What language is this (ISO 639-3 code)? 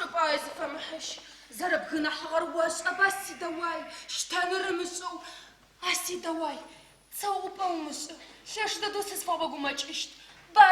ady